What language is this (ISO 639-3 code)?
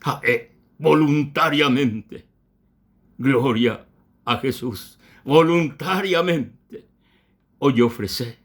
grn